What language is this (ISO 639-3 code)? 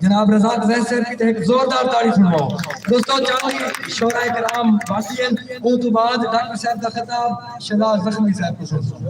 skr